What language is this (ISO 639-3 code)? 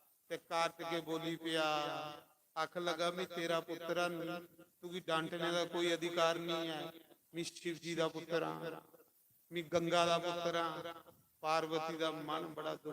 doi